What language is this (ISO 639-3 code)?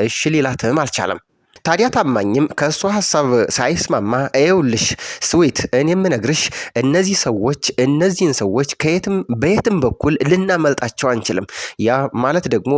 amh